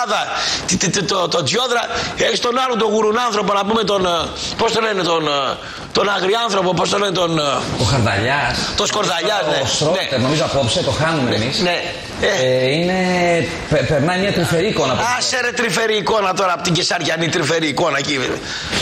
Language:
Greek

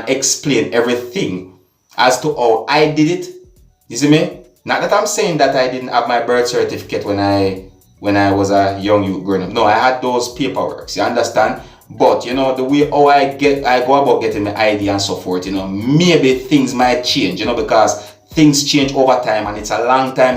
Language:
Jamaican Creole English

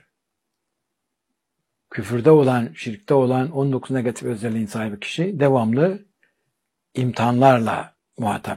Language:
Turkish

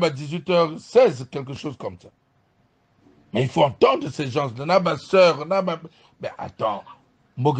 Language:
French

